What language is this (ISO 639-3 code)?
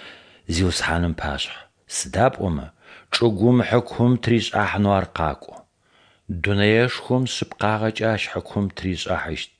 ady